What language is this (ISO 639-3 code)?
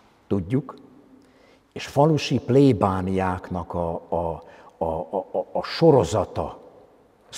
hun